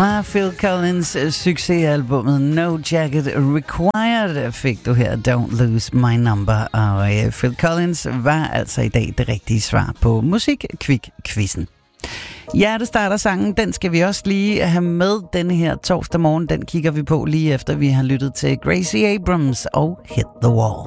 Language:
Danish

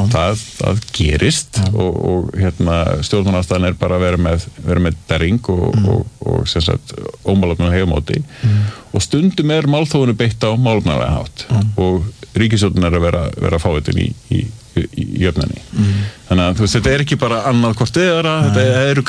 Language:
Icelandic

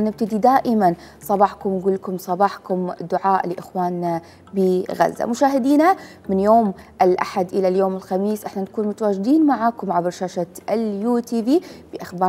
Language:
Mesopotamian Arabic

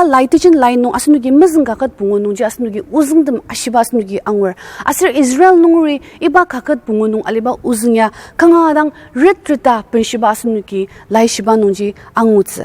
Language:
Ao Naga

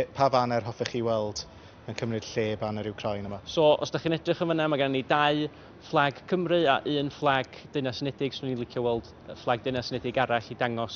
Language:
Welsh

